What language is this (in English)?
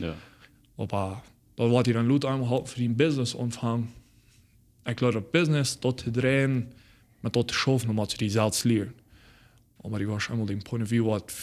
Plautdietsch